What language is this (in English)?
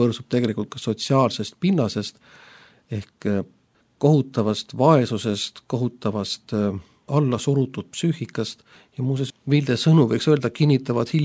Estonian